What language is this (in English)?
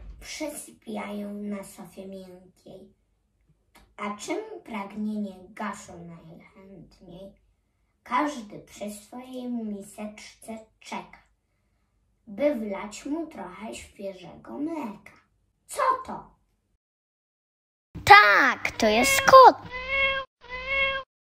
Polish